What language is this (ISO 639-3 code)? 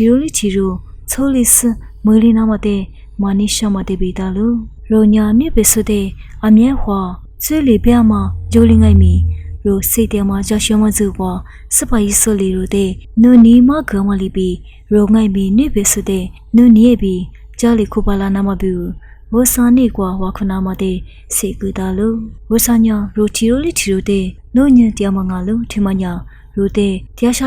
lis